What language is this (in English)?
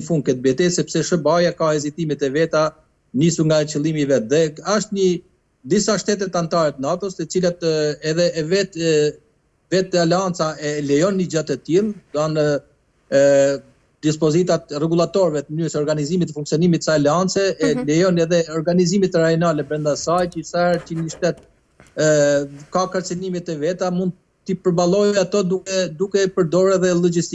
Albanian